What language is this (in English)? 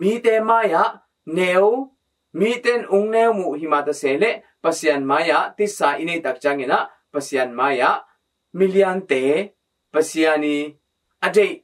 Tedim Chin